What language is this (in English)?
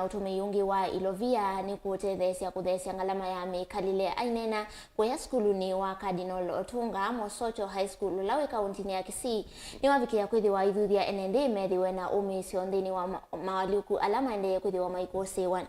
Kamba